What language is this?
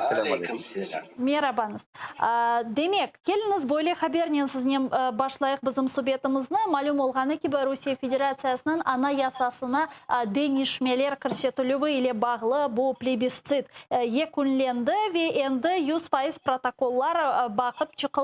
Crimean Tatar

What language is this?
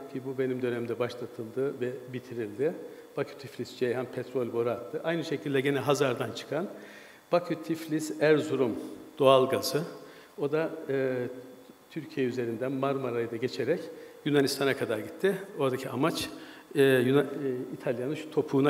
Turkish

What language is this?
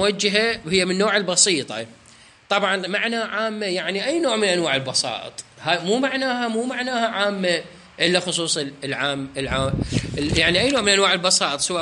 Mesopotamian Arabic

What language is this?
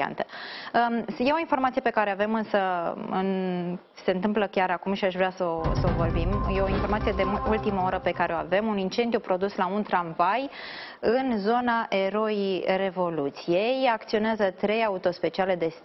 Romanian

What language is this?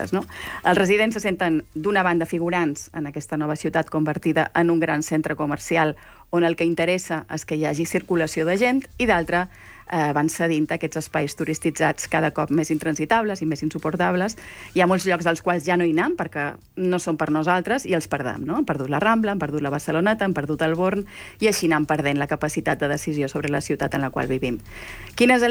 Catalan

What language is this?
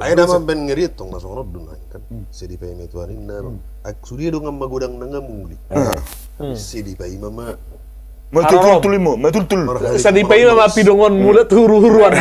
Batak Toba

